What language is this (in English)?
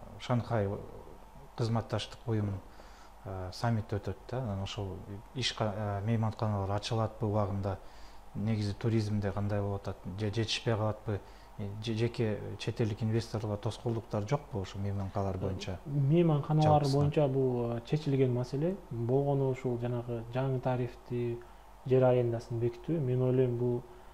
Kyrgyz